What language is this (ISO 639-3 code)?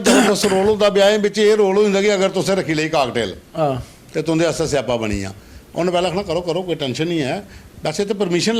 doi